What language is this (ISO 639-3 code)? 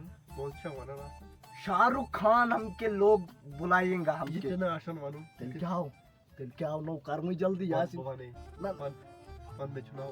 kas